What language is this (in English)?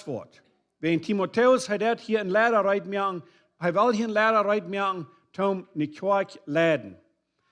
Plautdietsch